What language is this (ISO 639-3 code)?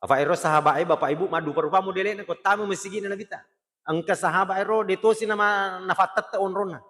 bug